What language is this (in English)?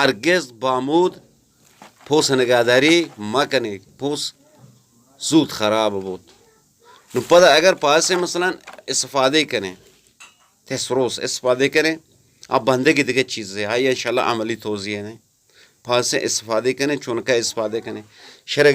Eastern Balochi